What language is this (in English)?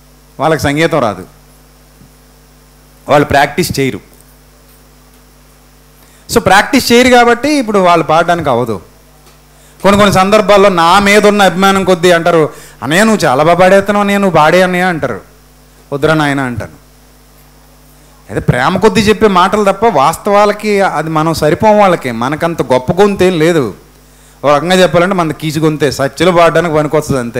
Telugu